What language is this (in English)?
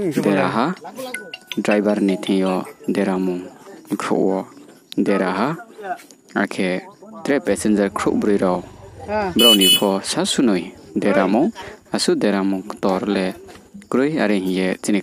Riang (India)